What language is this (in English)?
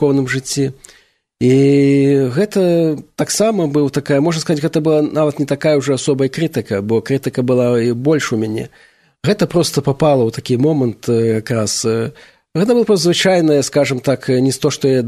Belarusian